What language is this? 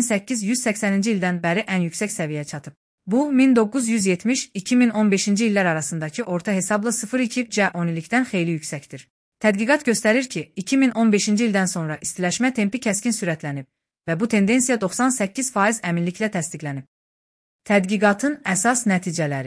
Azerbaijani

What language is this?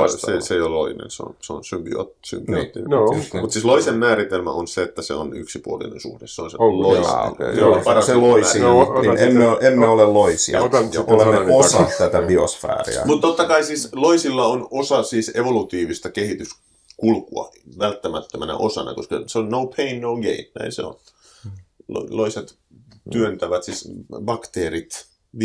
Finnish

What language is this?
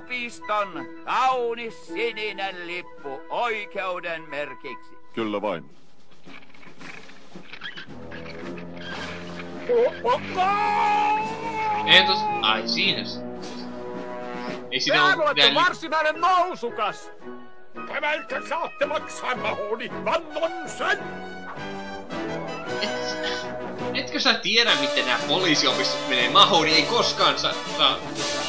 Finnish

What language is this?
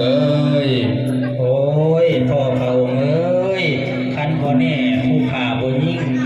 Northeastern Thai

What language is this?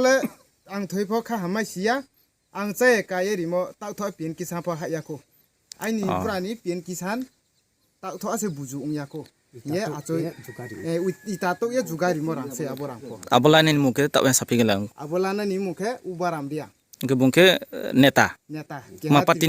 Riang (India)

